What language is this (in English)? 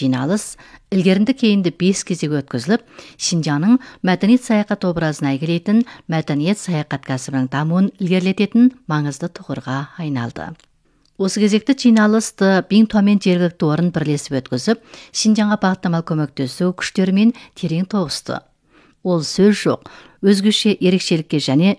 Kazakh